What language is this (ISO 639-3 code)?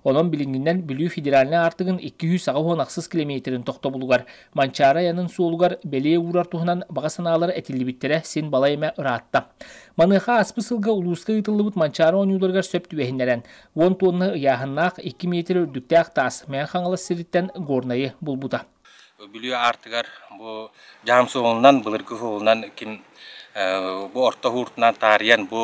sah